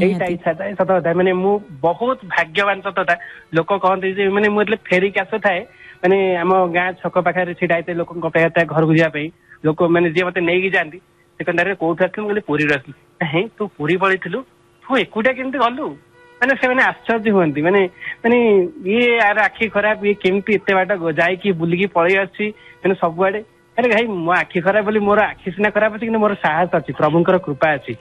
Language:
Odia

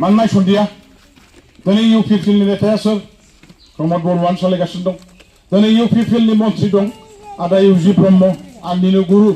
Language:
Bodo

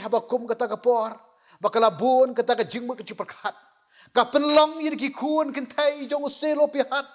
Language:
Khasi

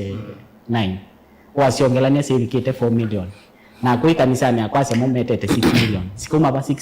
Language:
Kamba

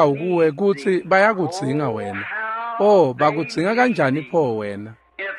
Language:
Swati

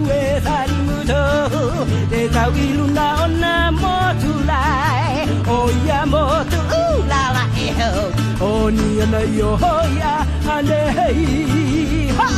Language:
Hawaiian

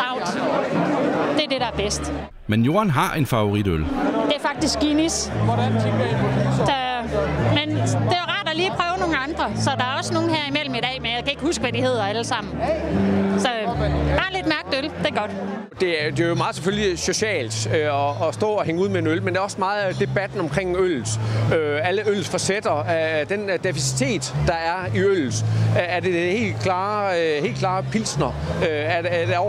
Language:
Danish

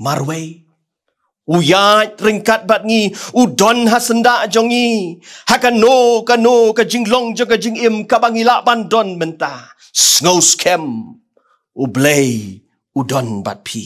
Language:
Khasi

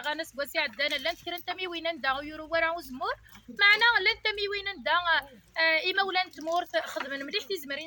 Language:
Kabyle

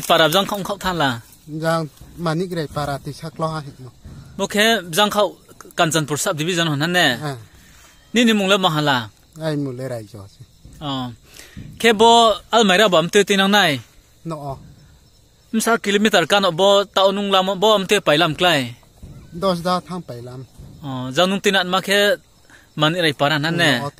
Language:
Riang (India)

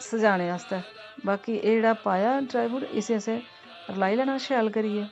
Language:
Dogri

